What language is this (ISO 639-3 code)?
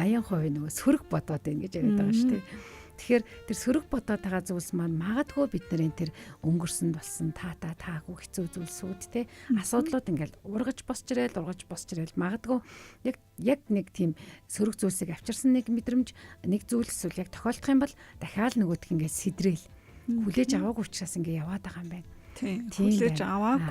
mon